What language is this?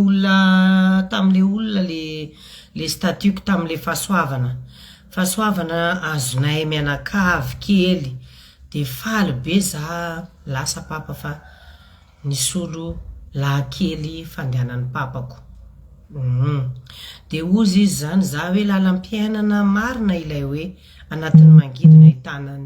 Malagasy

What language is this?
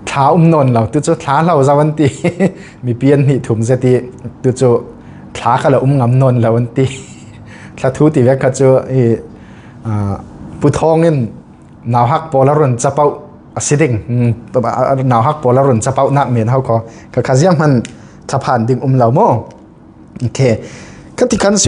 Falam Chin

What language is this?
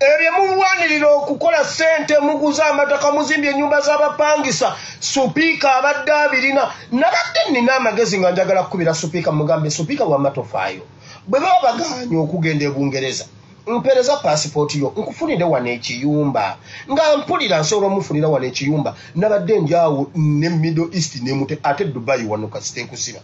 Ganda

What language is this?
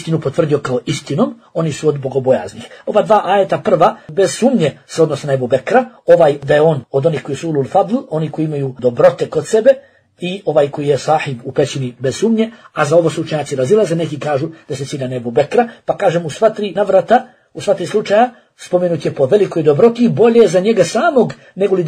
Bosnian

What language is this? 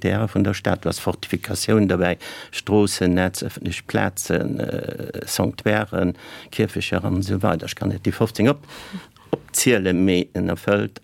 Luxembourgish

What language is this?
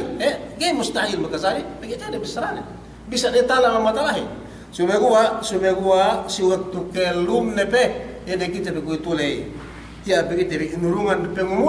Yakan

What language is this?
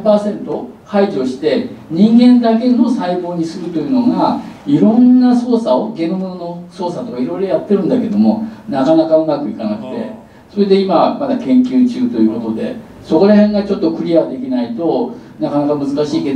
Japanese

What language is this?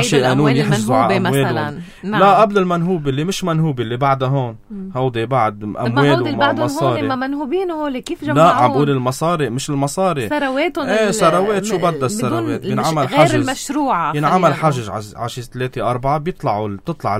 North Levantine Arabic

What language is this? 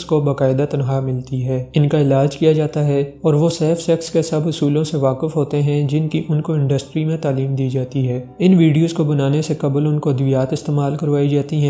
Urdu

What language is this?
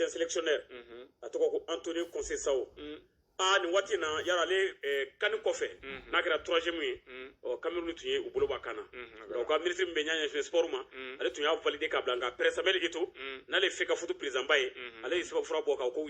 Bambara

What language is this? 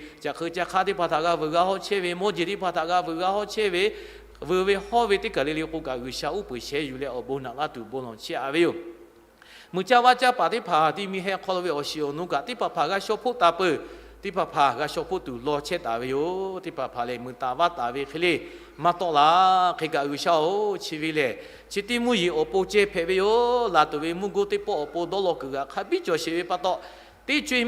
Lahu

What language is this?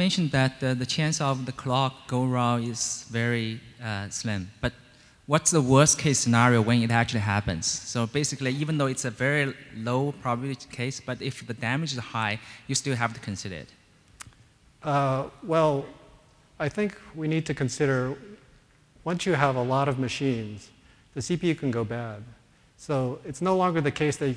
English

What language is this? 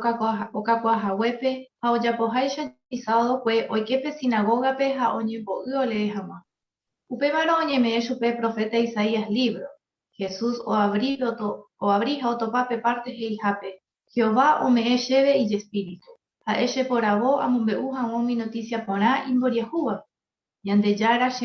Guarani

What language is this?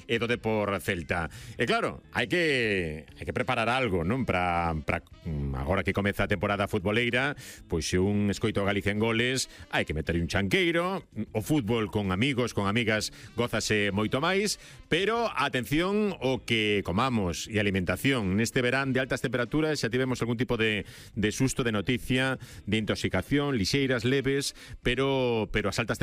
Galician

